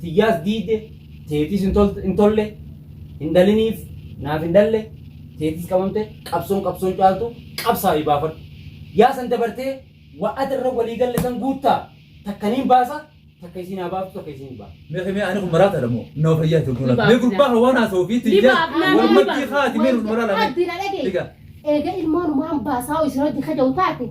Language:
Oromo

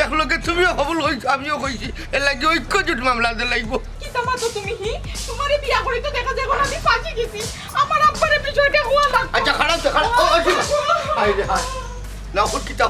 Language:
Sylheti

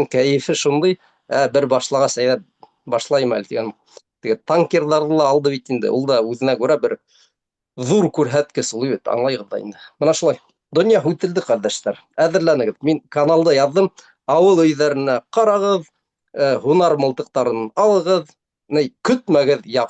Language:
Bashkir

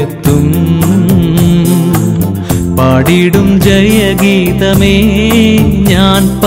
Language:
Malayalam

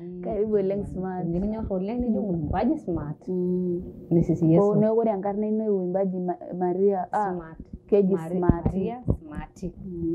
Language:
Masai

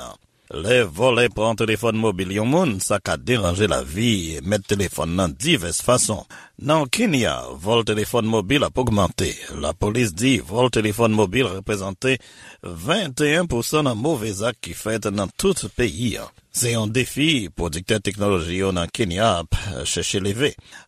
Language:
Haitian Creole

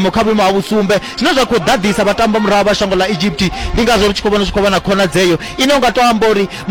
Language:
Venda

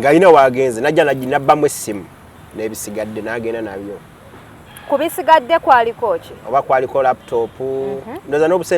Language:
Ganda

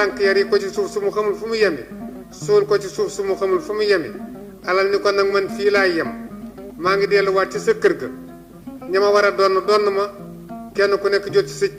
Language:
Wolof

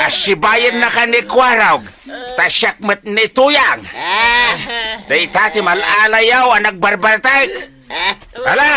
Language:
Iloko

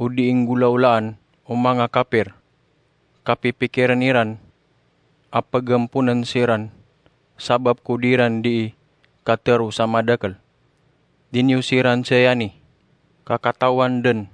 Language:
Maranao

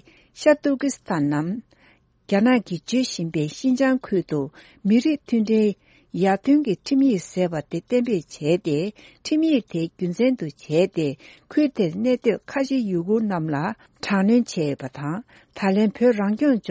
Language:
Tibetan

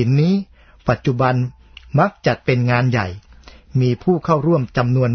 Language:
Thai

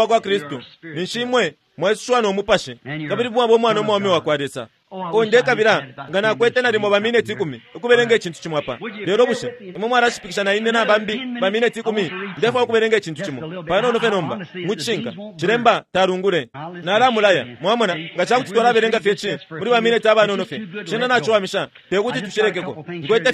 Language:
Bemba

